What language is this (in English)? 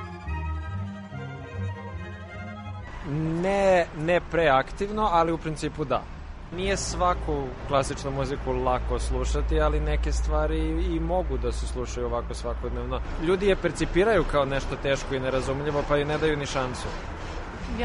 Serbian